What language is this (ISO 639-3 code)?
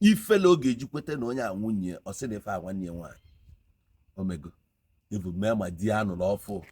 ibo